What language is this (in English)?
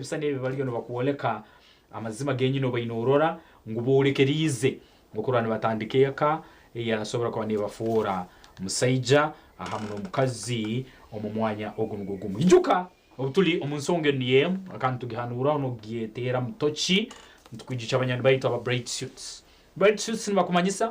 Nyankole